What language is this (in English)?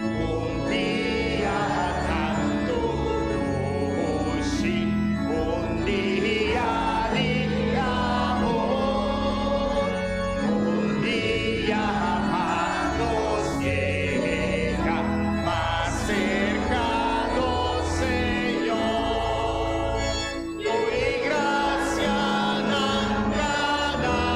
Papiamento